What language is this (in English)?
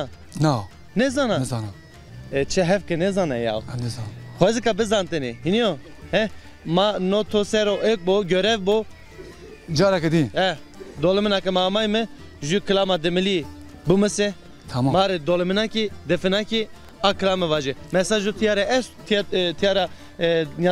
Zaza